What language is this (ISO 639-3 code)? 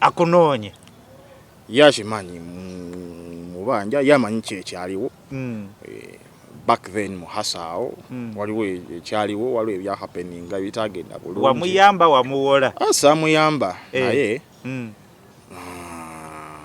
lug